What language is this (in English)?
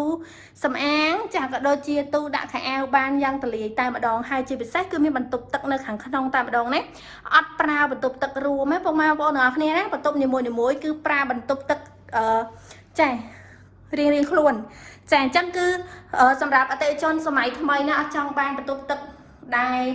Khmer